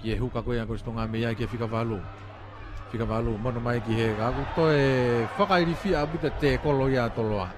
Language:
Tongan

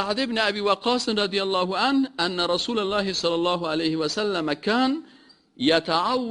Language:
Persian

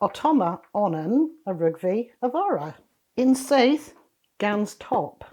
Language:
Cornish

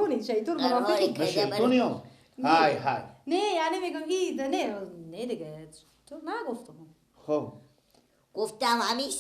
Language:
Persian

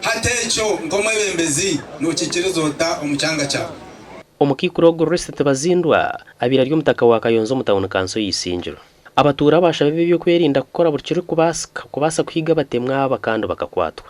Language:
Nyankole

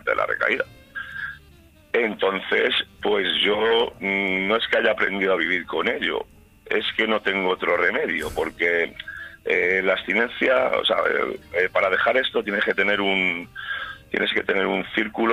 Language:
Spanish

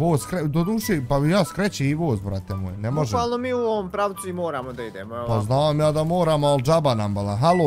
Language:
Bosnian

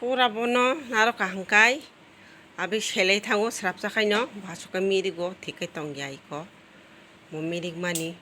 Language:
Kok Borok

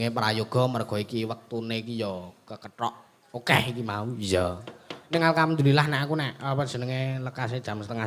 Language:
Javanese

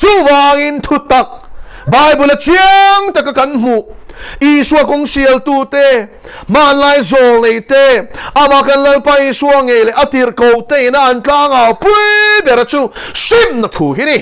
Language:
Mizo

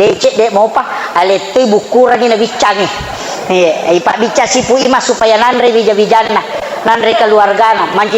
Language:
Buginese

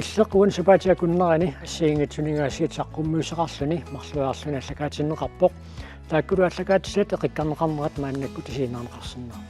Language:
Kalaallisut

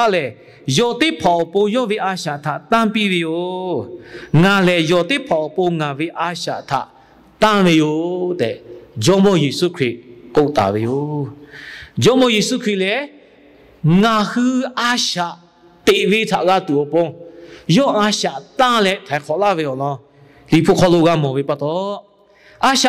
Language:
Lahu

